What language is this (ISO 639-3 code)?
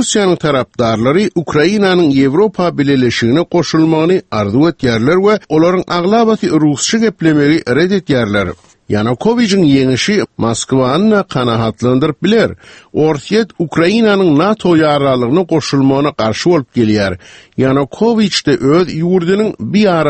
tuk